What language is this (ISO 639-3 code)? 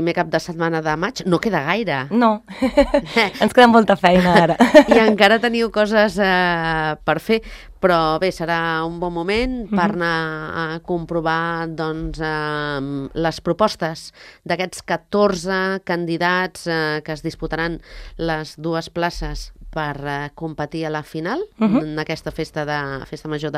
cat